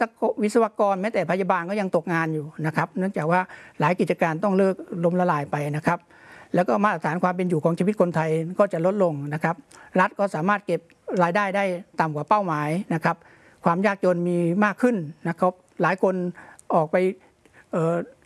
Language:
Thai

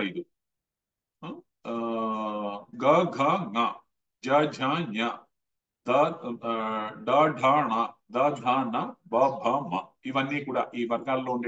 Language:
Telugu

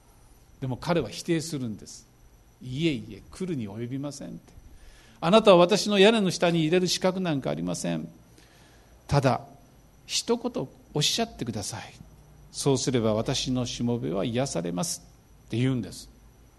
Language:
Japanese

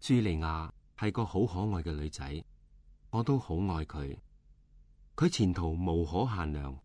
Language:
Cantonese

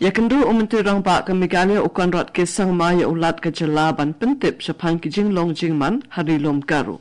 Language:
Khasi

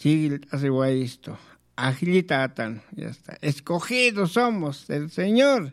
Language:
Aymara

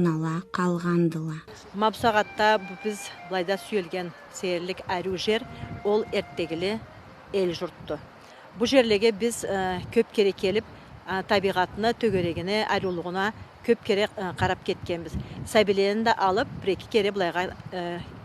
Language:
Karachay-Balkar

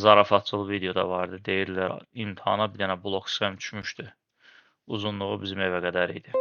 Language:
Azerbaijani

